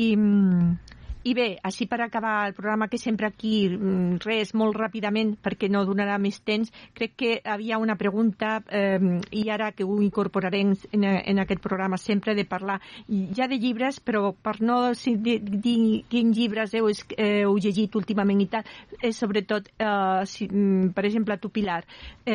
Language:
Catalan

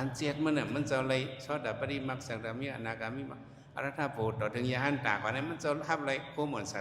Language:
Shan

